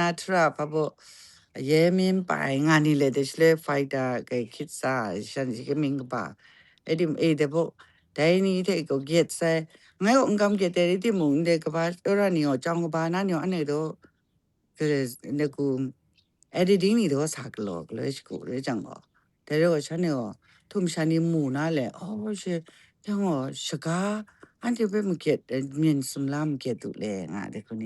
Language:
Kachin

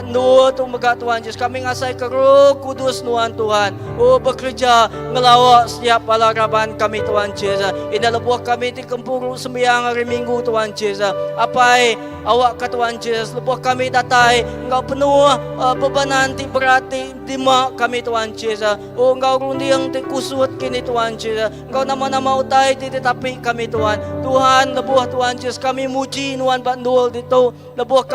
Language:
Iban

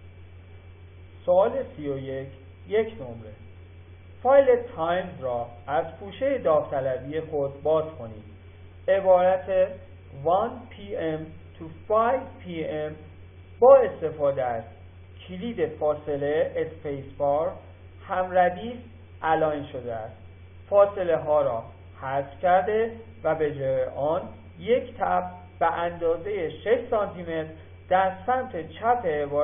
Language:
Persian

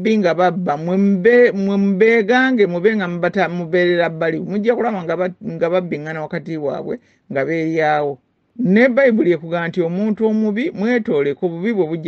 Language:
Ganda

